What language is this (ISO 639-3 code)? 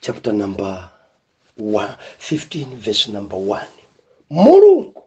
nya